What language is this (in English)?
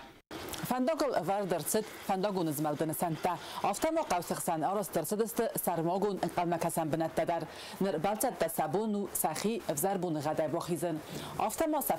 Ossetic